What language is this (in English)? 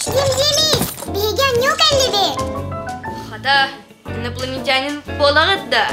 Yakut